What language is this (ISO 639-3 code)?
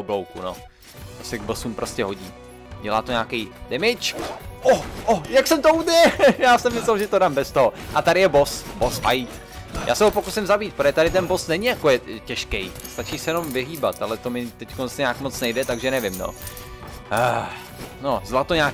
ces